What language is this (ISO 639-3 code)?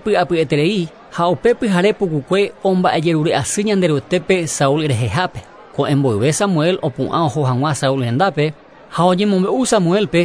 grn